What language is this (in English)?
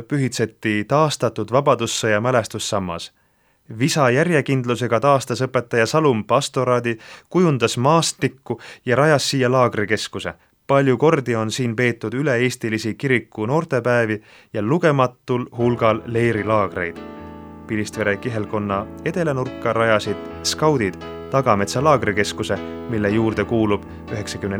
Estonian